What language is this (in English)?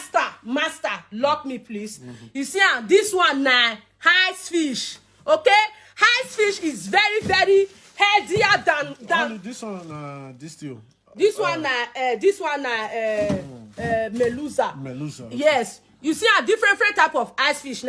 Nigerian Pidgin